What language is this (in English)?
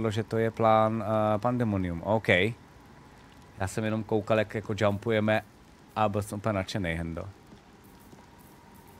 Czech